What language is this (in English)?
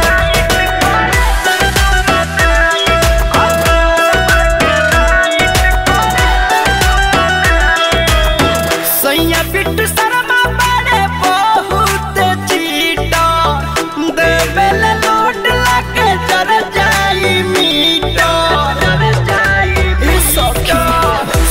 Bhojpuri